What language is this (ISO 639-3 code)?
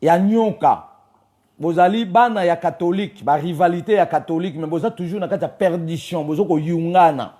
lin